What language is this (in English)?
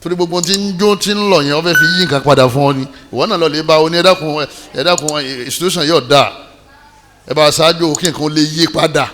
Yoruba